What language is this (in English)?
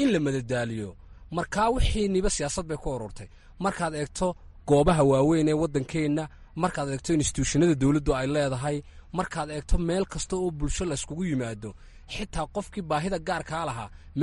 Somali